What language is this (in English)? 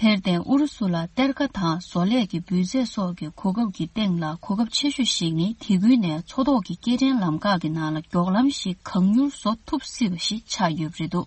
Tibetan